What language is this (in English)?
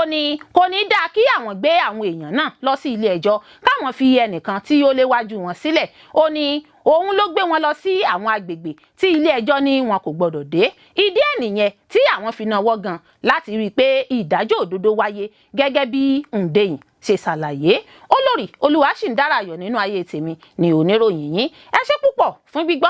Yoruba